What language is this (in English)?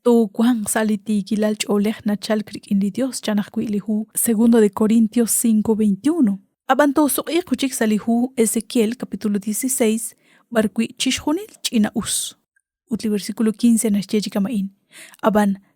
Kekchí